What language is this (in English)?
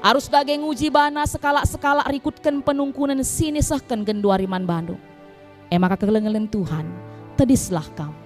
Batak Karo